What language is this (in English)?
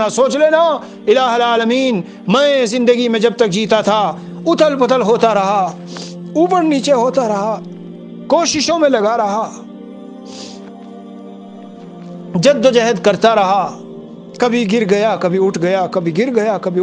Urdu